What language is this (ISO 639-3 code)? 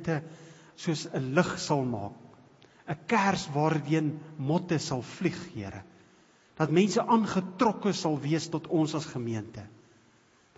afr